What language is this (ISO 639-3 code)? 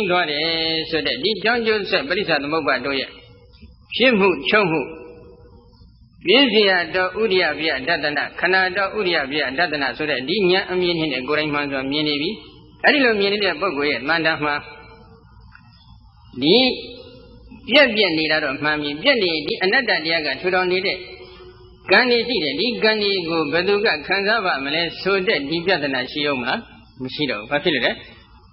mya